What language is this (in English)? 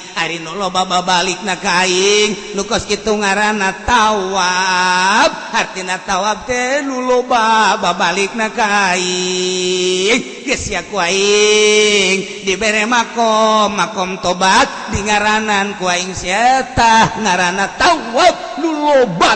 Sundanese